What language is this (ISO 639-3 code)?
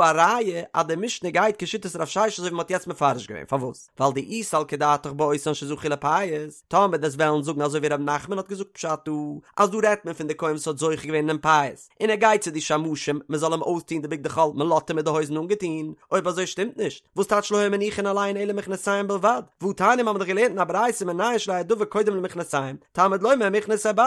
yid